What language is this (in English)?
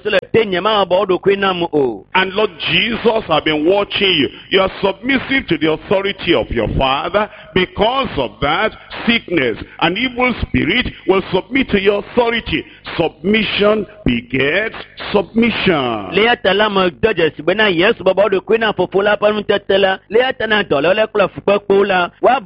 Ewe